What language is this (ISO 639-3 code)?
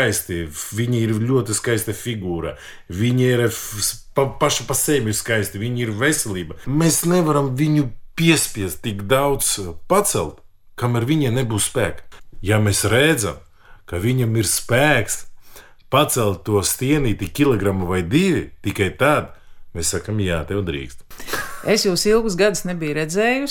lav